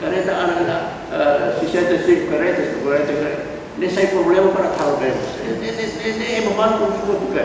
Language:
Tetum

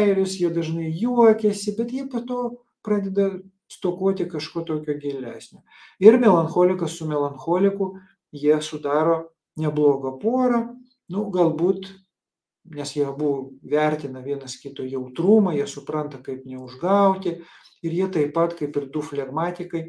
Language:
Lithuanian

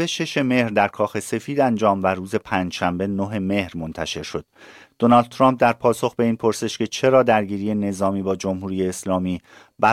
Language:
Persian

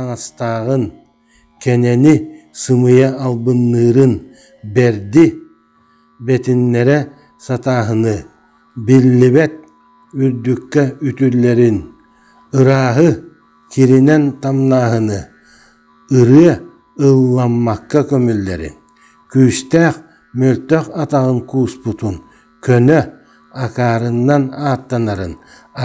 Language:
Yakut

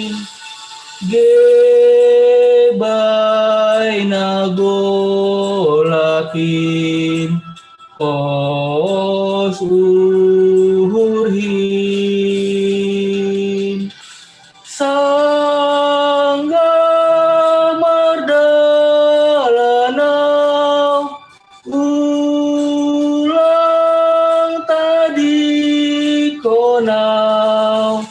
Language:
Batak Simalungun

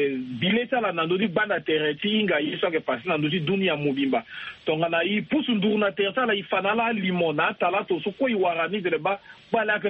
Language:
Sango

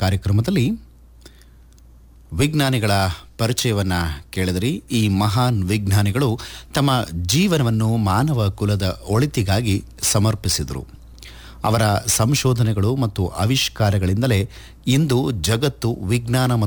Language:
Kannada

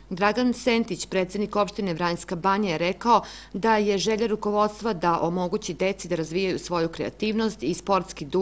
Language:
Serbian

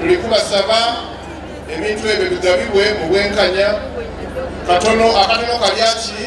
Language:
Soga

